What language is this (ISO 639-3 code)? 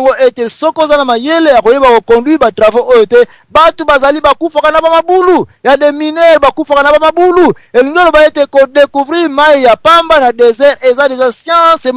lin